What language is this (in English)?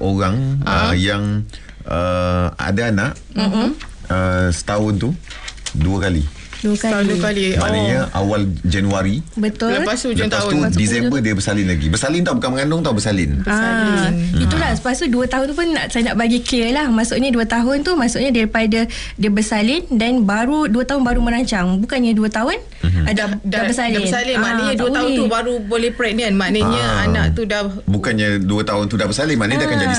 Malay